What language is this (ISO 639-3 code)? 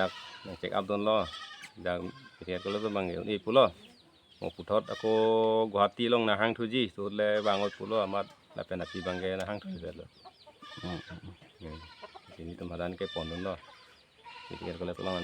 mjw